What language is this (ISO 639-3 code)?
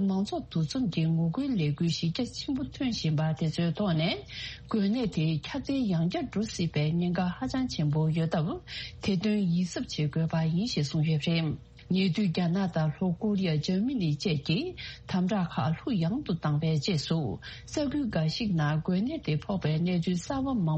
bod